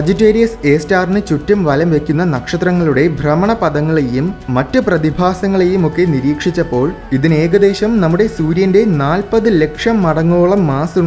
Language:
Malayalam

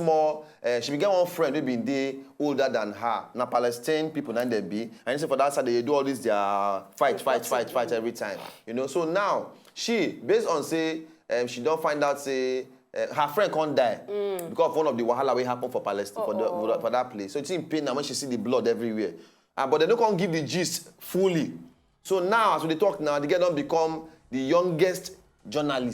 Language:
Nigerian Pidgin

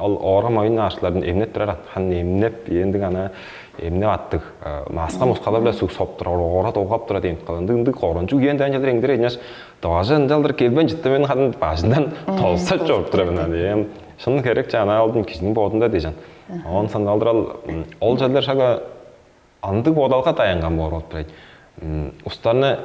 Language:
Tuvinian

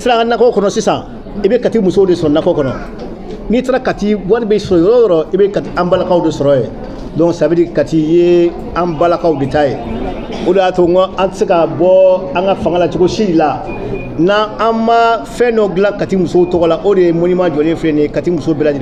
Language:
Bambara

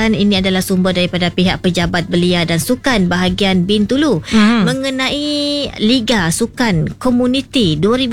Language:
Malay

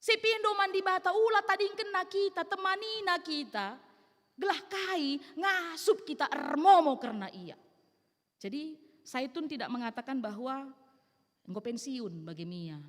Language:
Batak Karo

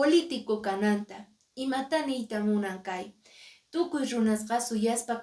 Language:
Quechua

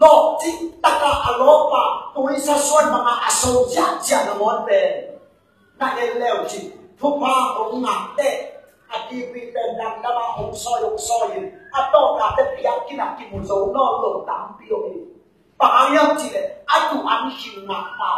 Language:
Tedim Chin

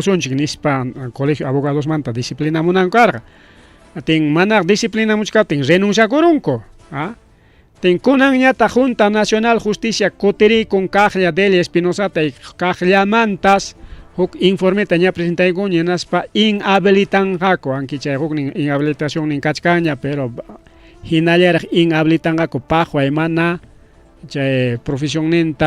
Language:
Ayacucho Quechua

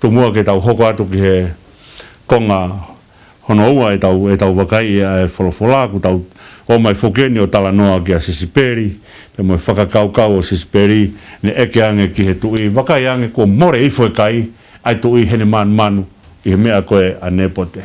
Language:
Tongan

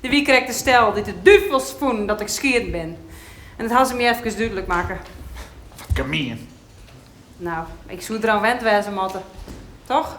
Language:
Western Frisian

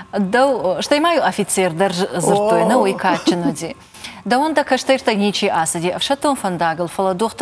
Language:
Ossetic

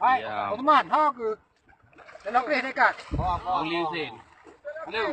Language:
Achinese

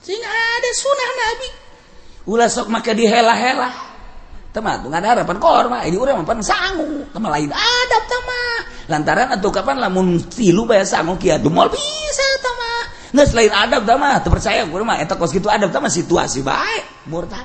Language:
Sundanese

